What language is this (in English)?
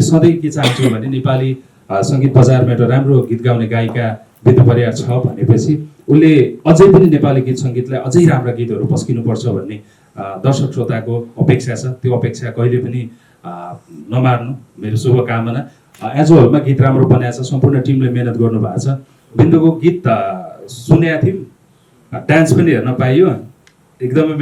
Nepali